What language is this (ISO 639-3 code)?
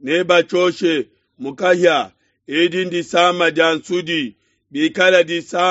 lua